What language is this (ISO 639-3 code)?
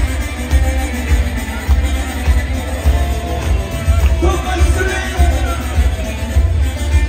hrv